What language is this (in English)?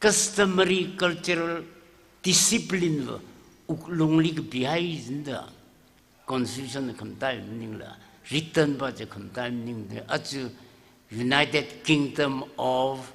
Tangkhul Naga (India)